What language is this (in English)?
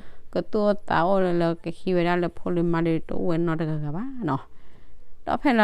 S'gaw Karen